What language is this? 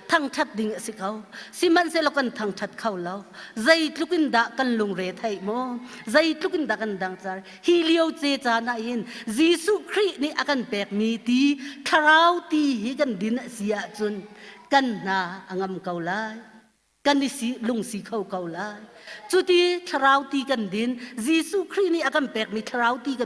Hakha Chin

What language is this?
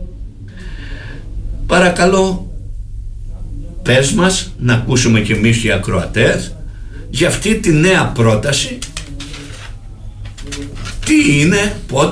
Greek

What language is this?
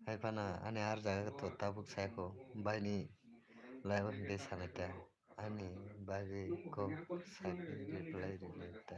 Kok Borok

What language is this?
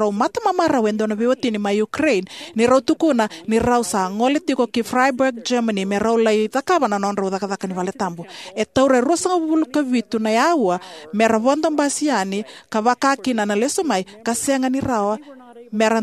Fijian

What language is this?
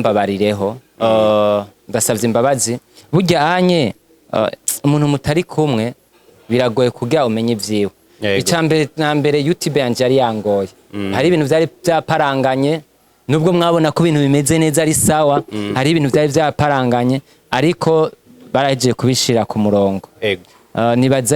Rundi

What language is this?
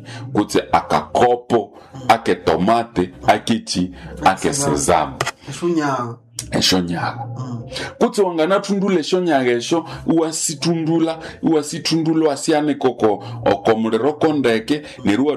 Nande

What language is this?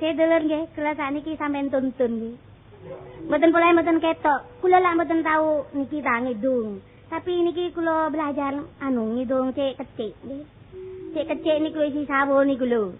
Javanese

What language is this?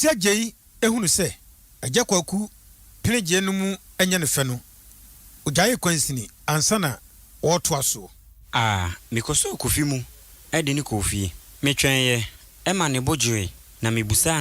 Akan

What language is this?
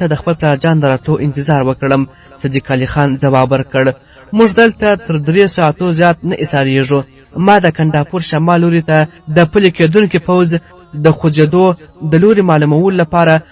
Pashto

